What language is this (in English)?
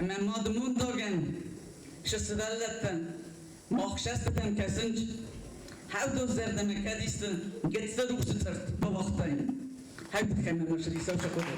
Ossetic